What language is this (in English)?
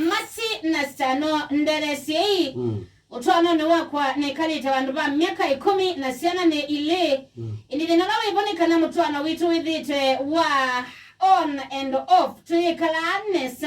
Kamba